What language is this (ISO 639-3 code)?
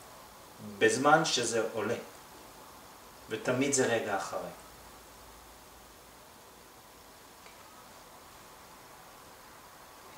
heb